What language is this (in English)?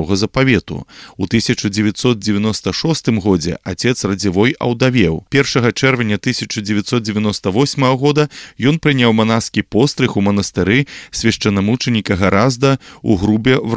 Belarusian